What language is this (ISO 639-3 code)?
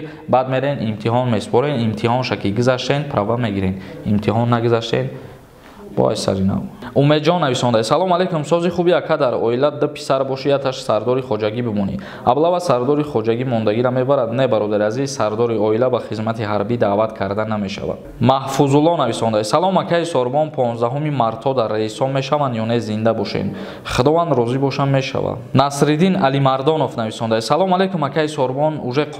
tgk